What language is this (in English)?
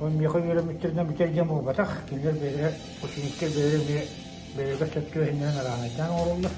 Yakut